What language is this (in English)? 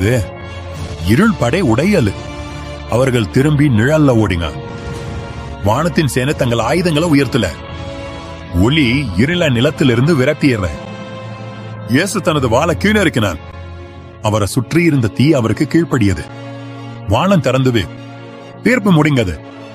Tamil